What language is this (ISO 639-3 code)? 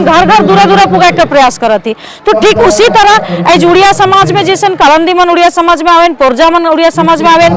sck